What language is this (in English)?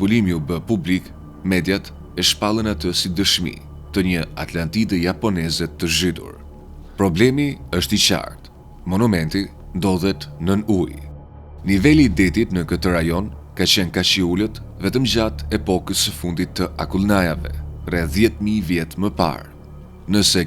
Albanian